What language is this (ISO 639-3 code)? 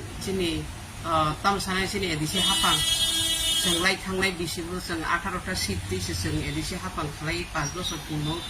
trp